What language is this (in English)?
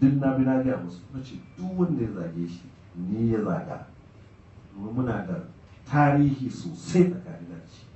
Hausa